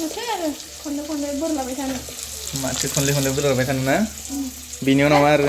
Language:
Bodo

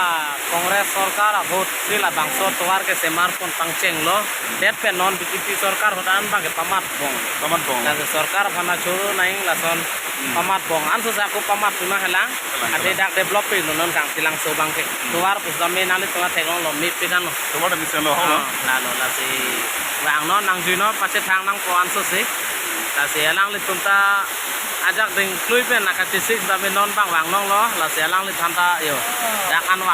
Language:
Karbi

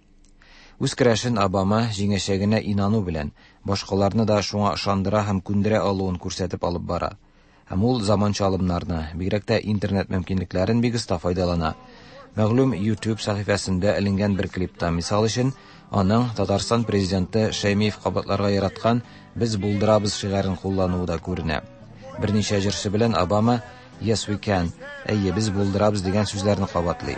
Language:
Tatar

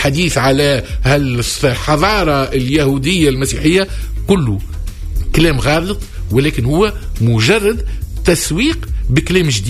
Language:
Tunisian Arabic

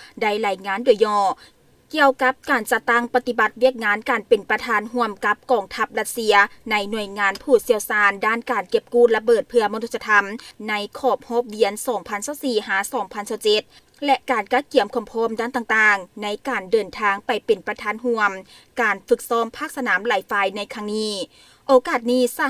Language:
Lao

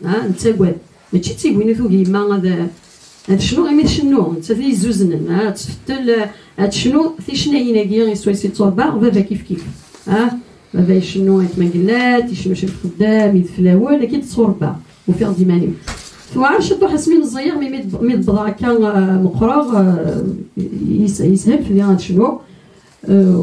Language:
Kabyle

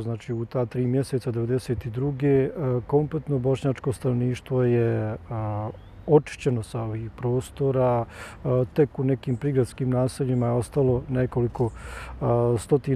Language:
Bosnian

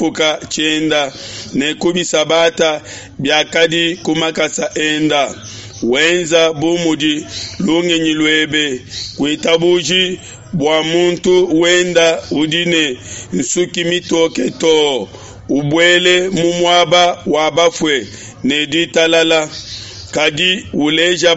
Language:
Luba-Lulua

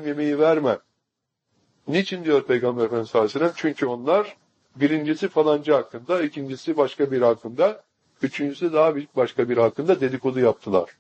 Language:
Turkish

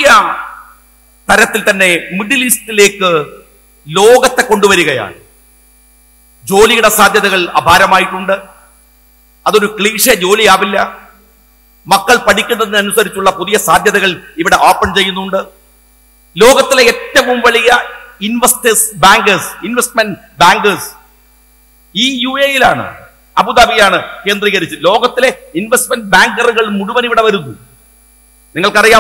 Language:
Malayalam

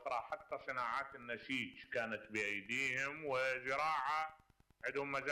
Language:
Mesopotamian Arabic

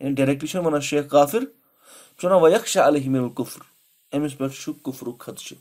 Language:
Kashmiri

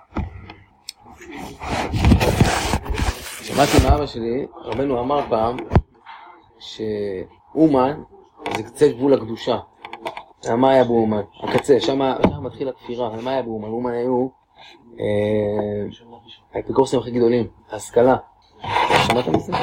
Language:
Hebrew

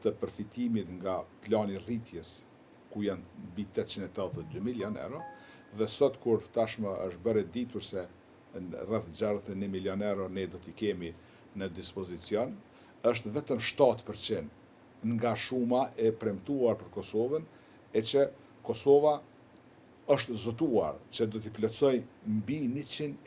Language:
Albanian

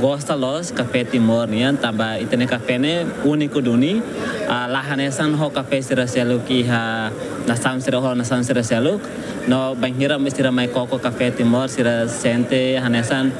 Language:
Tetum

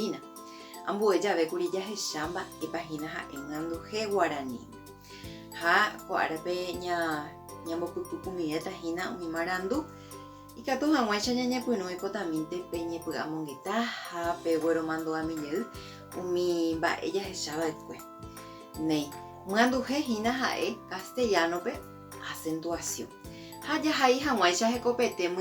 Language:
Guarani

